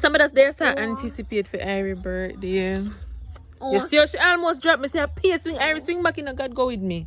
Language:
Jamaican Creole English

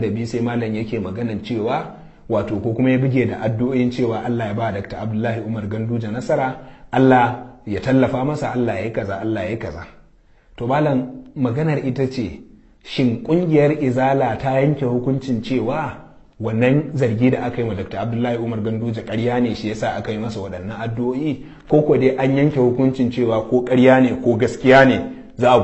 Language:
Hausa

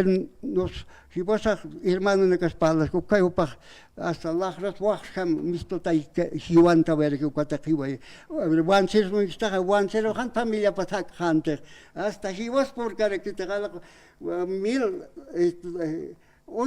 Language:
Aymara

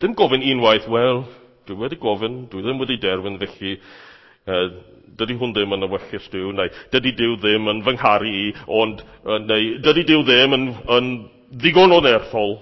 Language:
Welsh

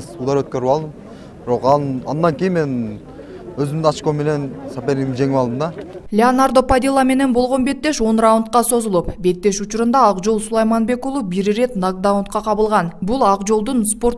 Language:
Kyrgyz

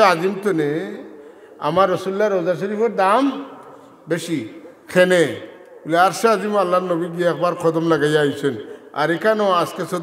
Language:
Sylheti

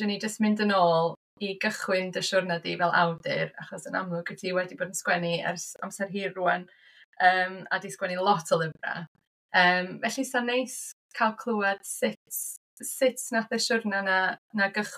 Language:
Welsh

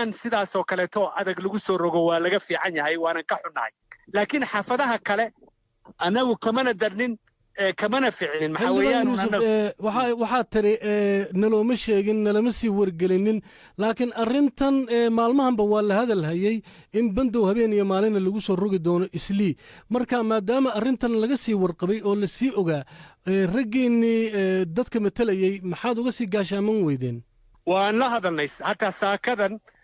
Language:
Somali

